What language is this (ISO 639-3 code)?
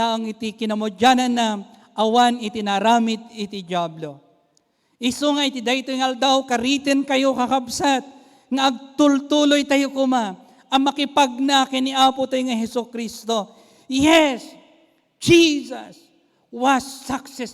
ilo